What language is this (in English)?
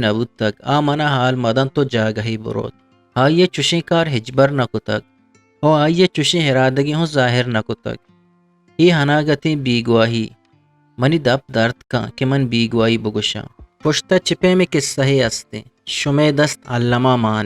Eastern Balochi